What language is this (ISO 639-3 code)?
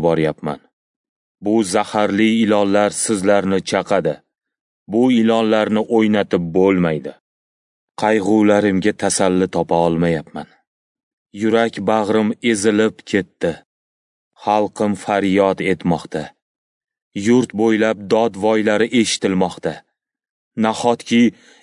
uzb